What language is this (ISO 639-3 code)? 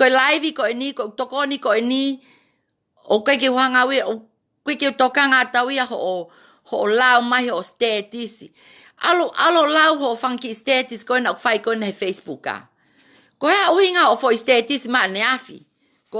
ton